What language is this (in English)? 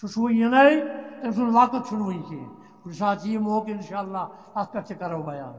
Kashmiri